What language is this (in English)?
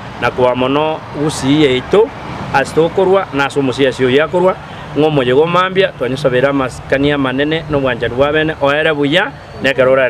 Gusii